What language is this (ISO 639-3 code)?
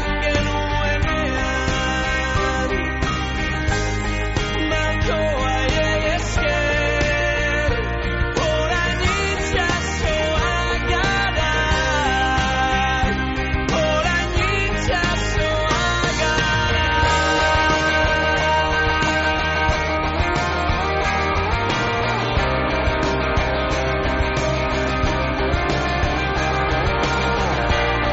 eus